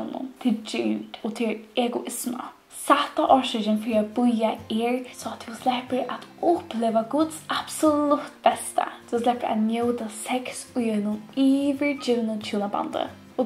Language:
Faroese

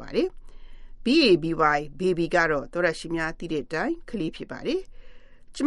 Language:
Burmese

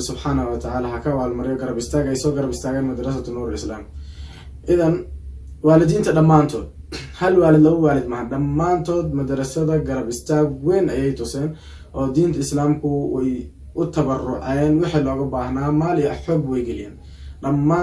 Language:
Somali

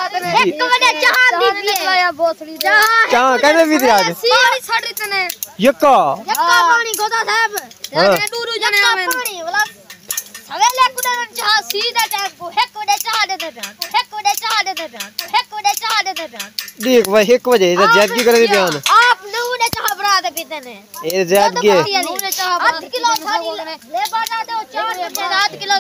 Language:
Saraiki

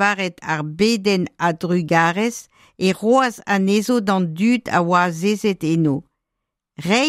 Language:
Breton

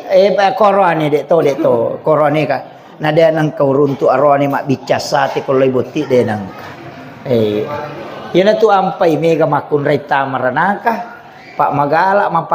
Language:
Buginese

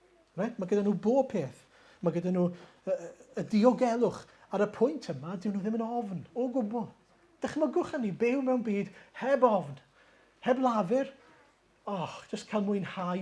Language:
Welsh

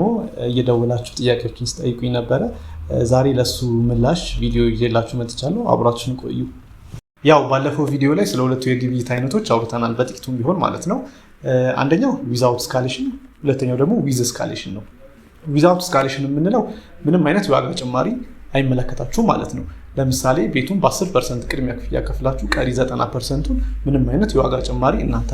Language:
Amharic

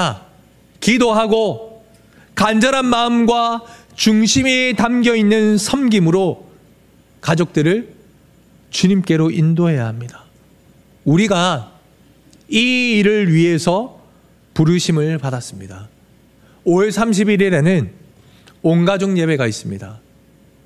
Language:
Korean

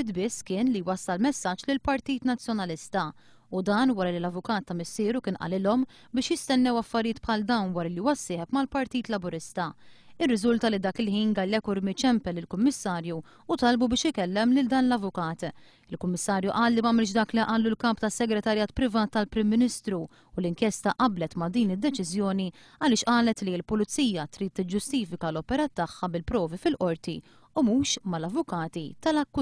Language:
Maltese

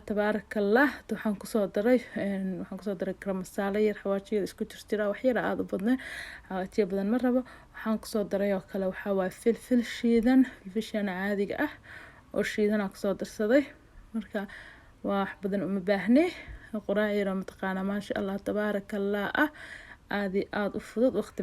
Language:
Somali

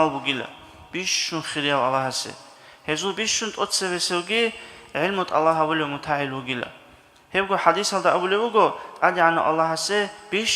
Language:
Avaric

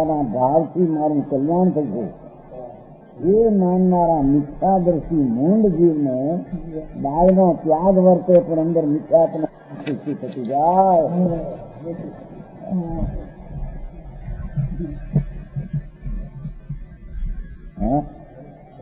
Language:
Gujarati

